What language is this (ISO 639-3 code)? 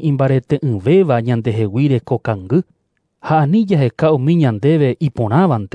grn